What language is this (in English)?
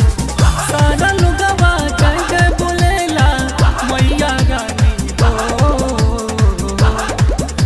Bhojpuri